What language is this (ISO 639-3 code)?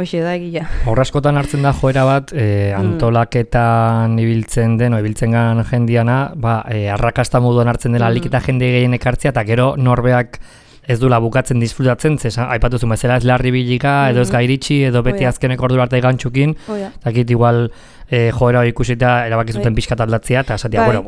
eus